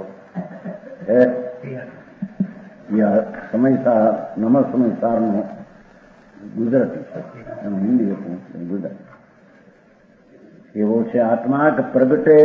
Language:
Gujarati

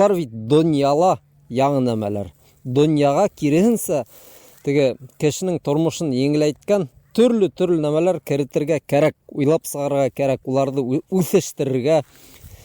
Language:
Bashkir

